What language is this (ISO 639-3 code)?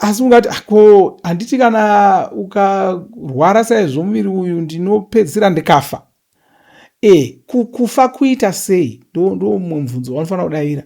sna